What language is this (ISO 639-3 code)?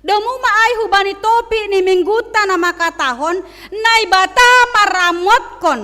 bts